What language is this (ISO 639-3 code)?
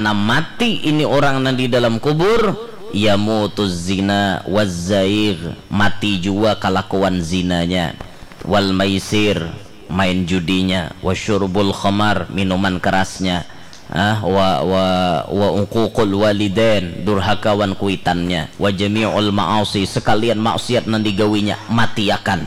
bjn